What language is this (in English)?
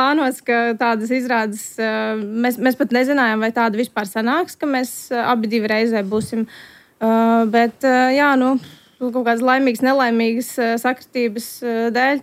Latvian